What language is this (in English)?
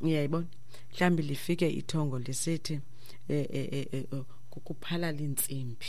Xhosa